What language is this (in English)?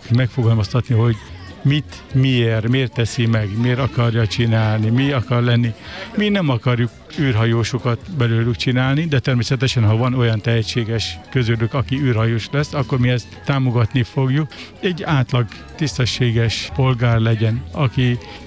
Hungarian